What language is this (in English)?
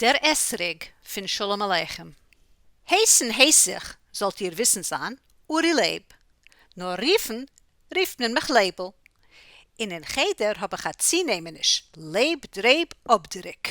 Yiddish